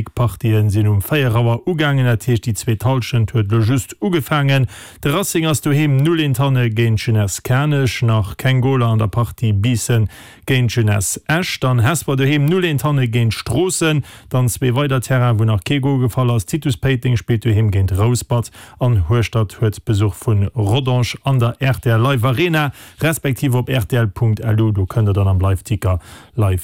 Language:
Luxembourgish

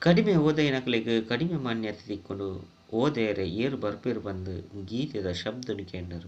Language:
Tulu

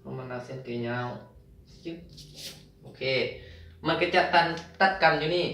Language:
Lao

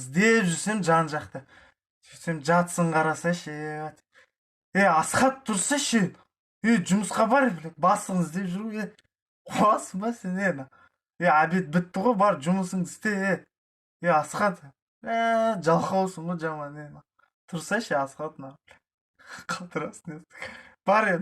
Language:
Kazakh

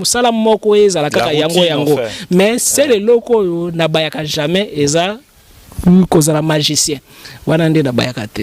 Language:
Lingala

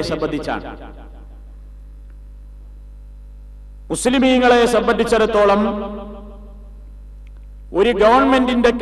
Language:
Malayalam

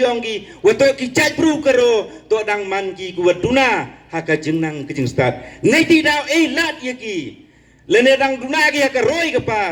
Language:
Pnar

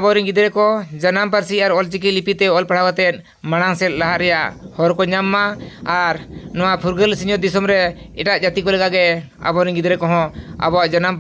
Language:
Santali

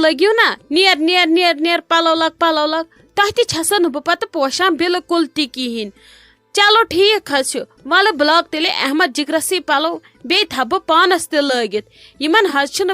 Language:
Kashmiri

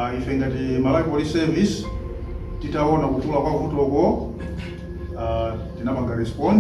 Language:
Nyanja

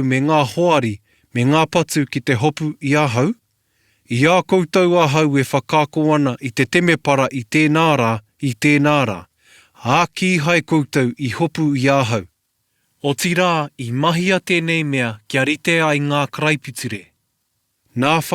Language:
Māori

